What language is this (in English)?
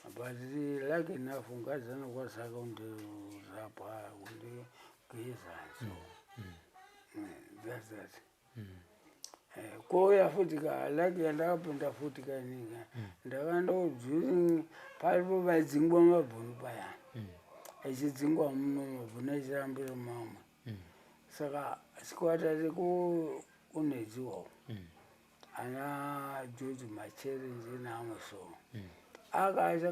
Shona